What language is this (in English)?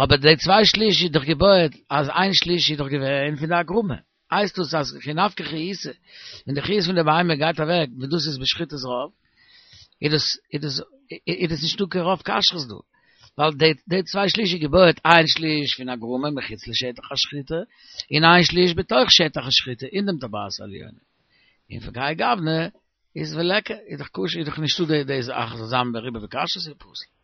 Yiddish